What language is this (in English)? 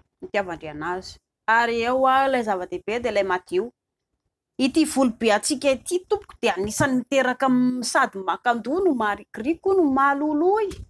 Malagasy